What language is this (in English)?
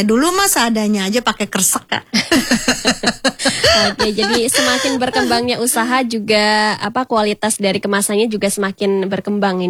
Indonesian